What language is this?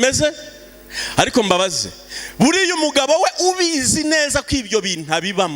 Kinyarwanda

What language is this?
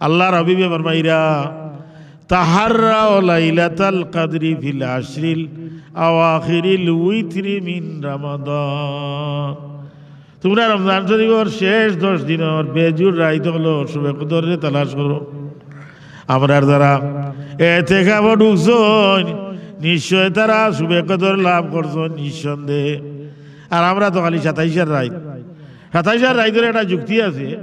Sylheti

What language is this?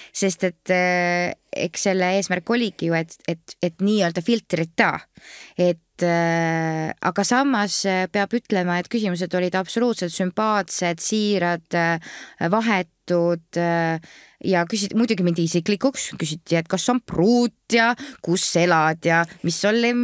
Estonian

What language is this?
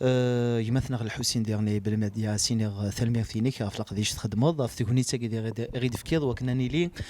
Kabyle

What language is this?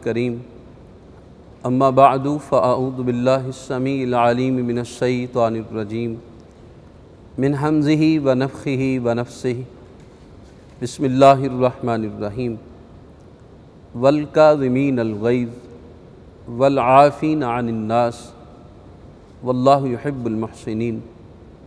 Urdu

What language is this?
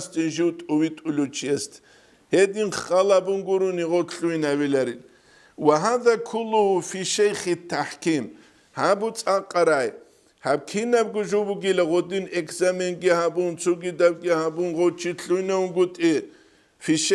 Avaric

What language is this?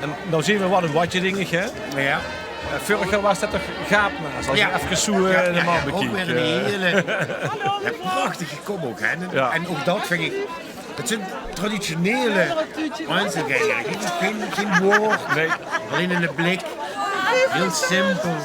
Limburgish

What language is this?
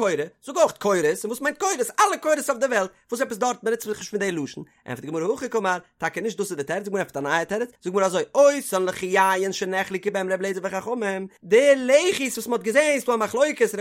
Yiddish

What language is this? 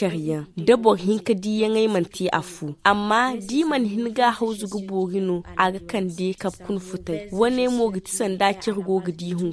Zarma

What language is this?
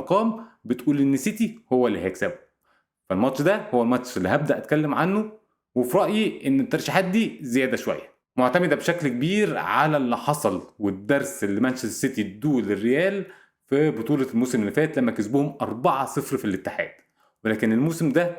Egyptian Arabic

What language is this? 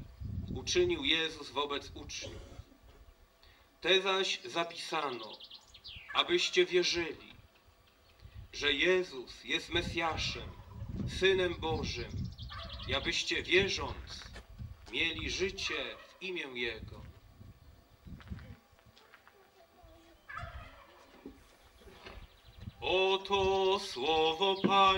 Polish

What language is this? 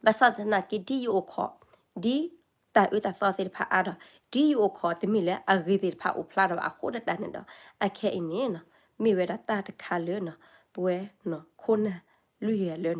S'gaw Karen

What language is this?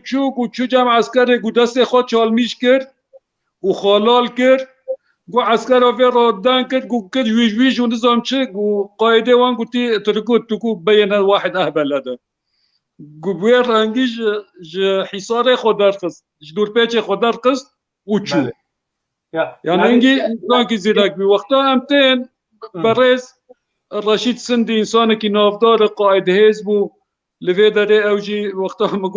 Kurdish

